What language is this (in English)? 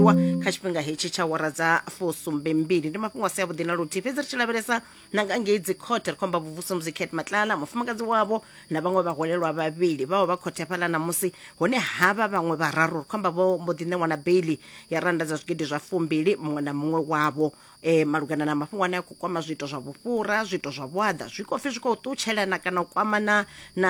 Venda